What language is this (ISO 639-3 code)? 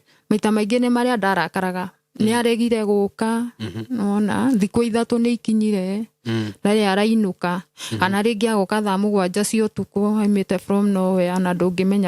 kik